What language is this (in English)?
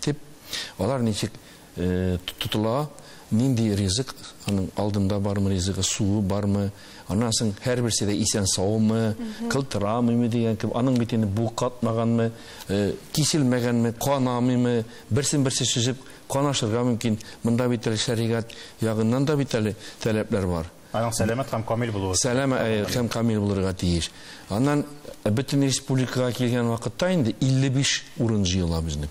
Tatar